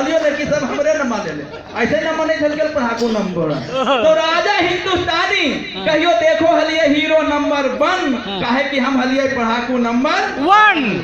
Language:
Magahi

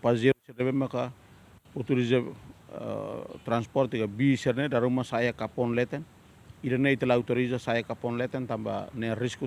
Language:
Tetum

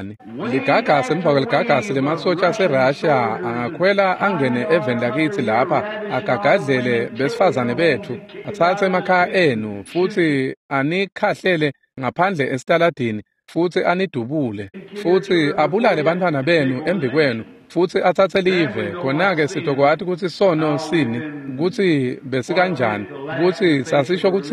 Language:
Swati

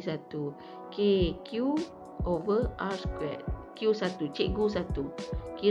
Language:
Malay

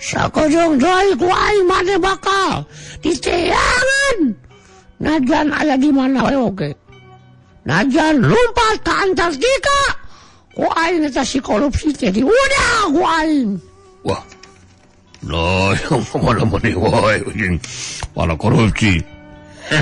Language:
Sundanese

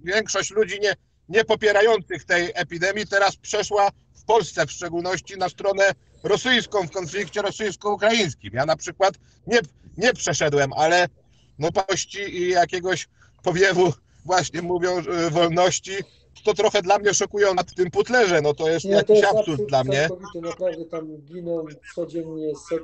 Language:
Polish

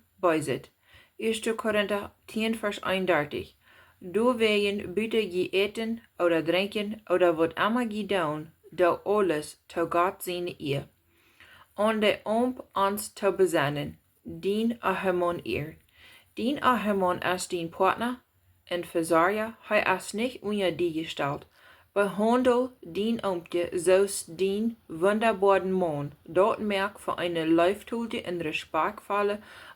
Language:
Plautdietsch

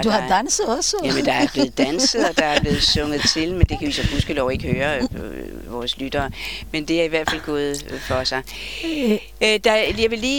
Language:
Danish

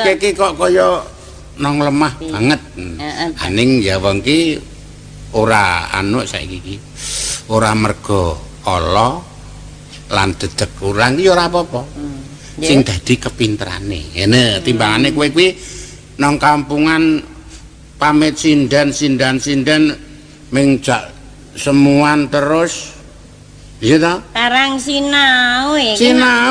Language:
Javanese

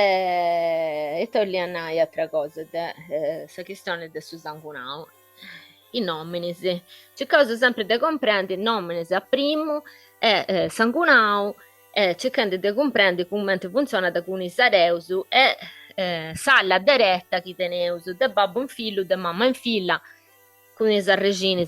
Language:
Sardinian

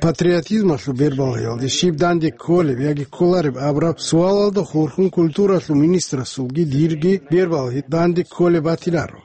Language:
Avaric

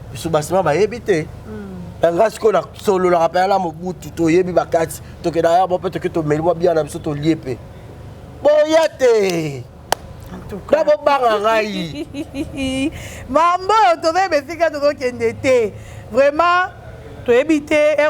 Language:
Lingala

